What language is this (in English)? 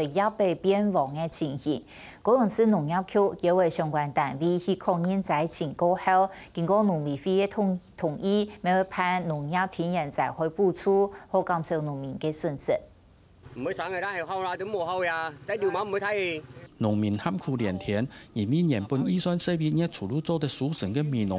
Hakka Chinese